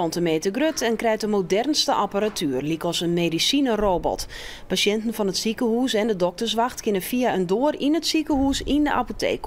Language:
Western Frisian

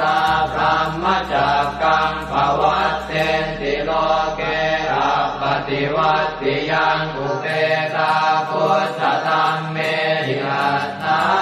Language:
Pali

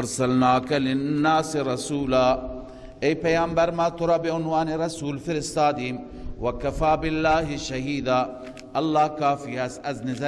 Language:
Persian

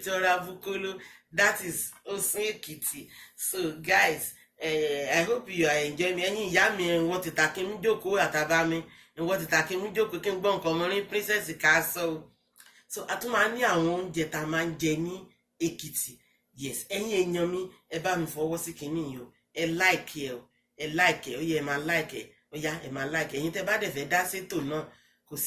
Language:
Yoruba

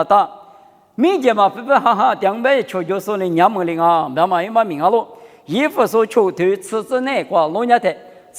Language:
Lisu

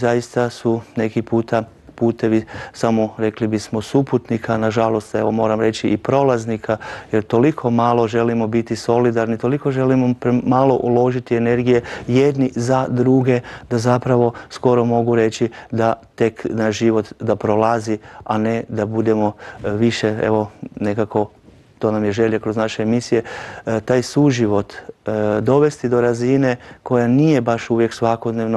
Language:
Croatian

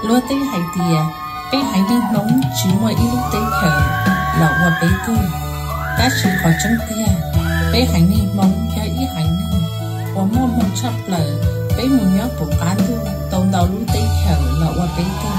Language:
Hmong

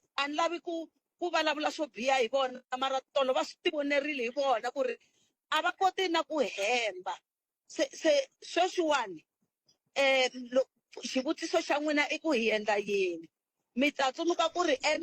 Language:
Tsonga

